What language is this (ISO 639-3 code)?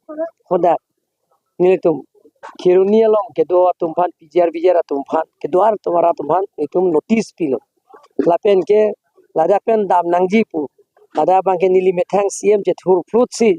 mjw